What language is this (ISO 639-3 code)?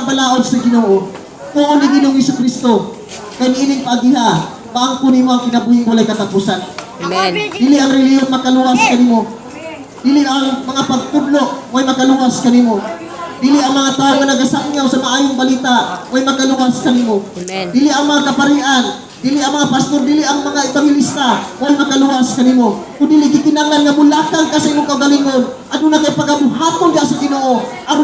ceb